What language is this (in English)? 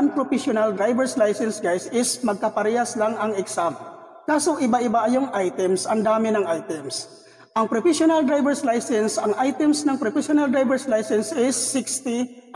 Filipino